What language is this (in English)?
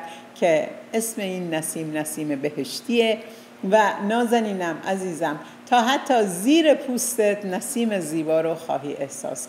Persian